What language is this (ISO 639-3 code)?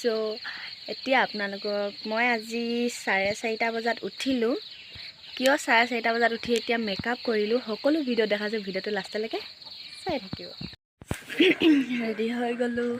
asm